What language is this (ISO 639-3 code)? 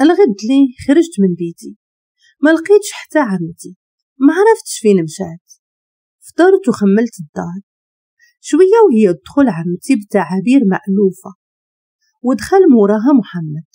ary